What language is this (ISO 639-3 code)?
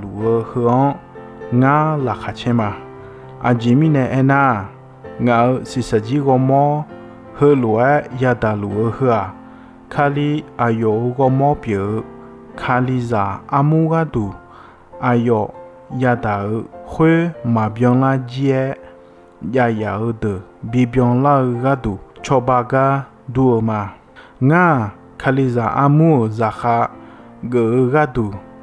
ahk